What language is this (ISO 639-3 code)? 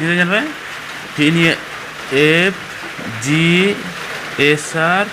sat